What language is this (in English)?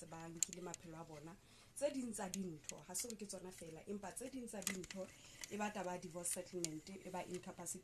Southern Sotho